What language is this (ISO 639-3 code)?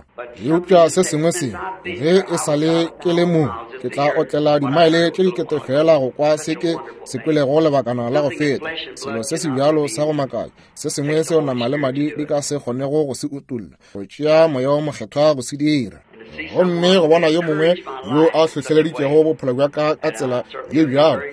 nso